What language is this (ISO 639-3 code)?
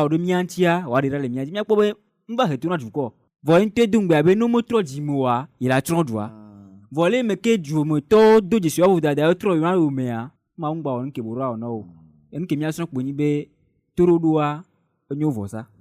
ewe